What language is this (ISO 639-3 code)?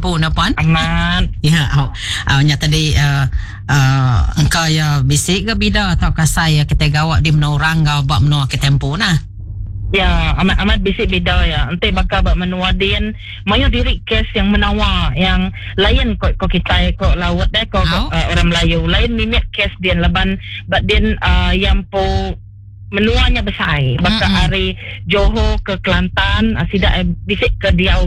iba